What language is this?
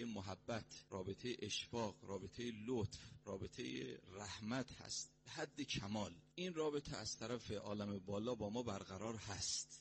Persian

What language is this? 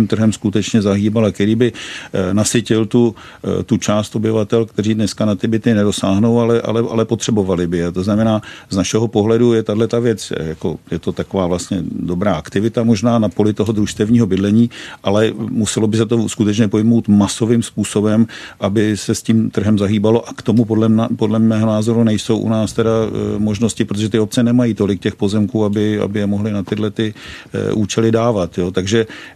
Czech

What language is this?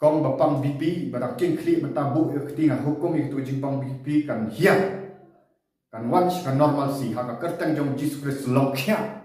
Khasi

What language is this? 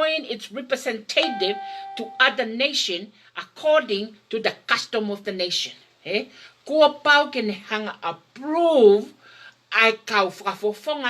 Tongan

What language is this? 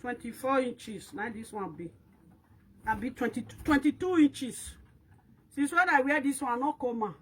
Nigerian Pidgin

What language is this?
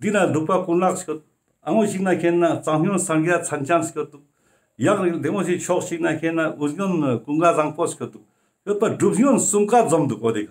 Ladakhi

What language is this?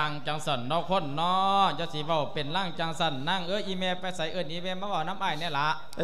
Lao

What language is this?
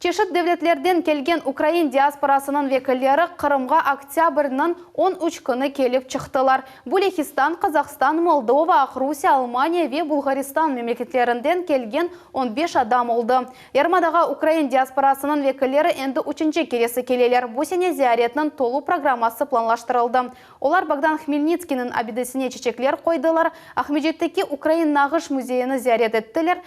Crimean Tatar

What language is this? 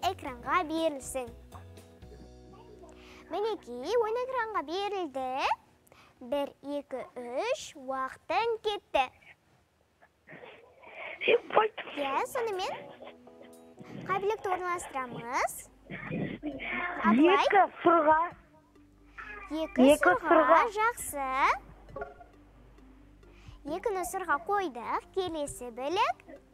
Kazakh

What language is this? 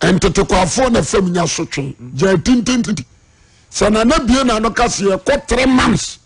Akan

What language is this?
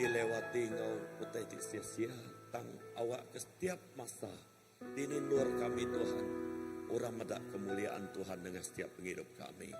Iban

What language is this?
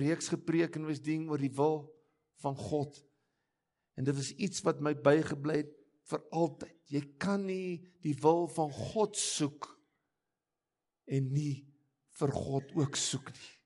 Afrikaans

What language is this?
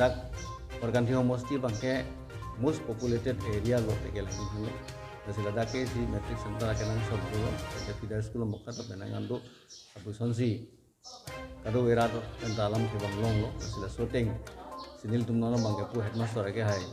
Karbi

